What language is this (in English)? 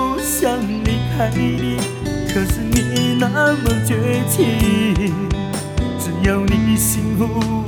Chinese